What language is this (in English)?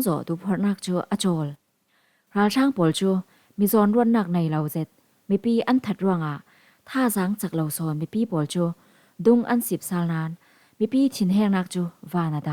Falam Chin